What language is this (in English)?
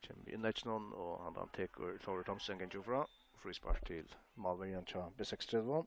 Faroese